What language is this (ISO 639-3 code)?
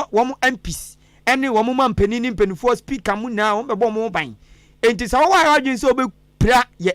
aka